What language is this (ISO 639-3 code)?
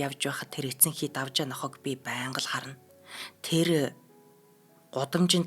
mon